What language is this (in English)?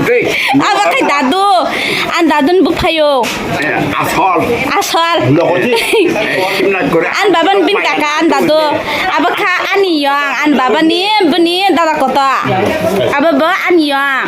Kok Borok